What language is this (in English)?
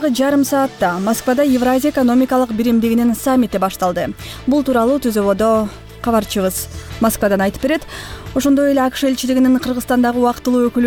Kyrgyz